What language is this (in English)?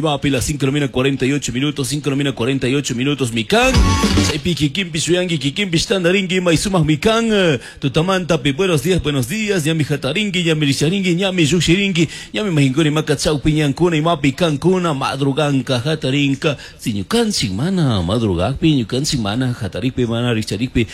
Chimborazo Highland Quichua